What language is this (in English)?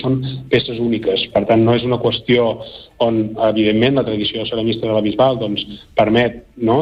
Catalan